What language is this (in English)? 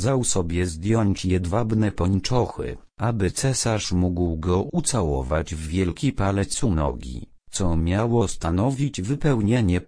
Polish